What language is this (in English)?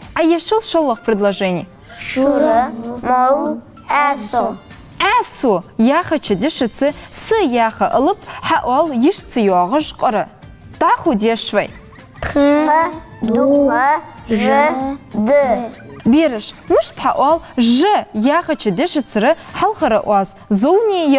Ingush